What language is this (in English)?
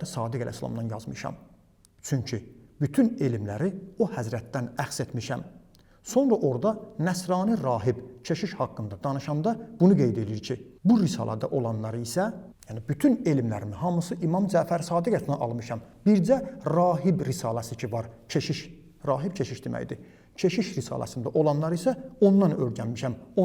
Azerbaijani